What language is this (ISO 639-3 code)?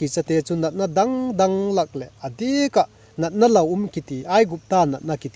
vap